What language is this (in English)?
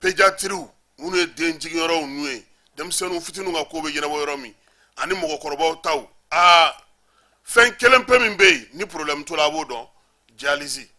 Bambara